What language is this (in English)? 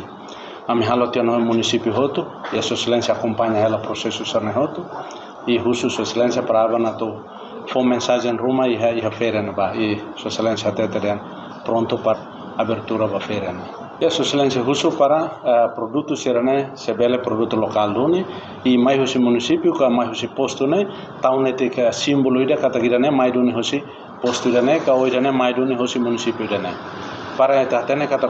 Tetum